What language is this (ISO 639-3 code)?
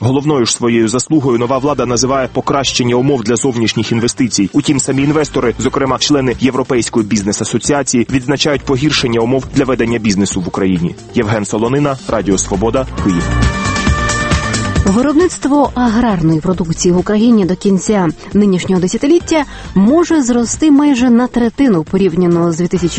ukr